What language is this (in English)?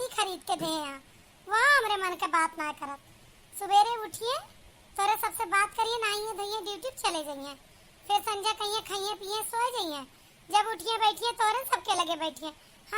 Awadhi